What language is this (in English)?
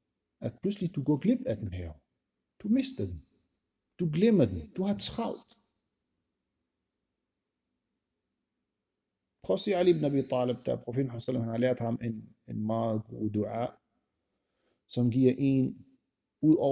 Danish